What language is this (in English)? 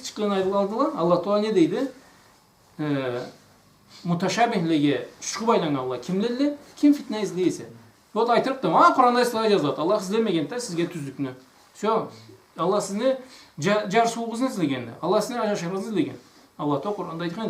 Karachay-Balkar